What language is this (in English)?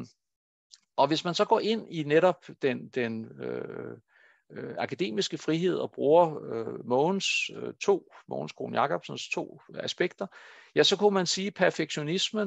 Danish